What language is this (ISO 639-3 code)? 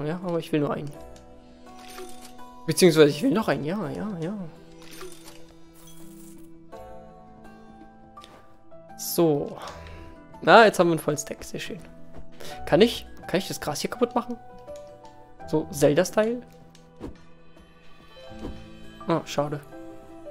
deu